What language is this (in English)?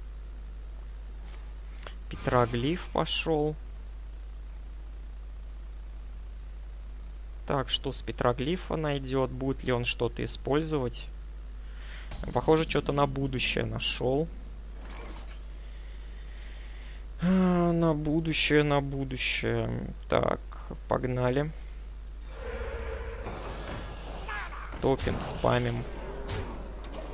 Russian